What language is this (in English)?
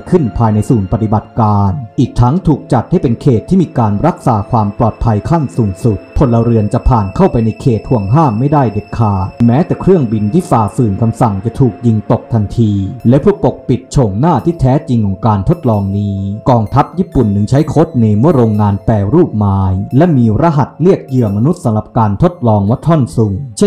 Thai